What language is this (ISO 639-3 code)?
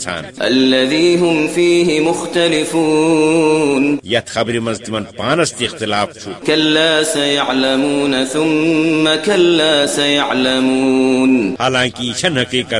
kas